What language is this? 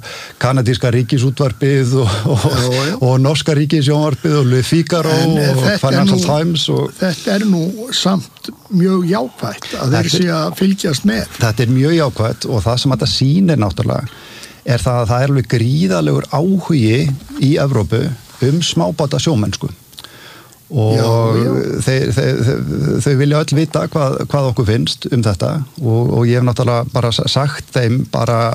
Icelandic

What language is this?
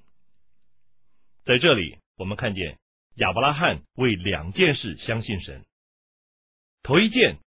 Chinese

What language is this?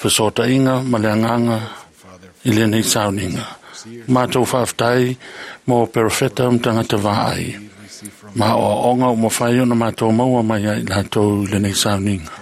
Samoan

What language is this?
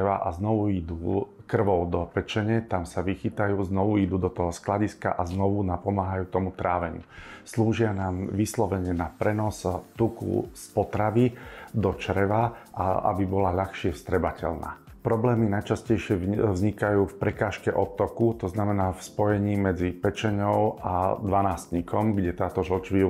Slovak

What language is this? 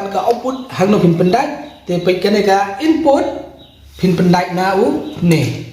Khasi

